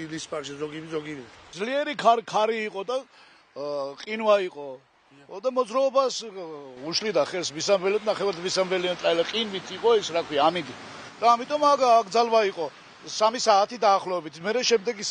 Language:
Georgian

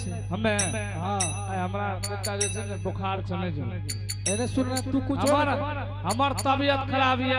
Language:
Angika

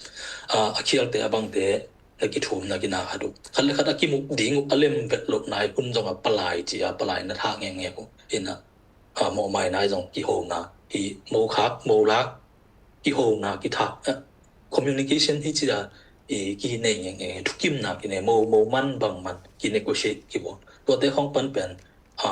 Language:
Tedim Chin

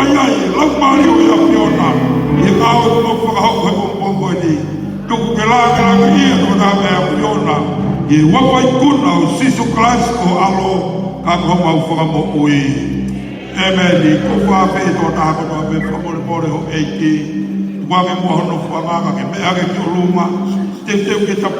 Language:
Tongan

